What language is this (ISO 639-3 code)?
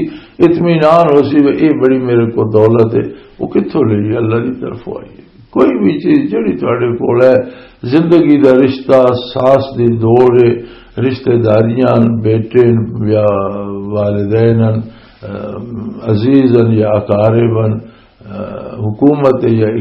lah